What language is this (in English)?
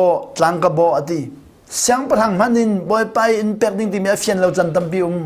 Hakha Chin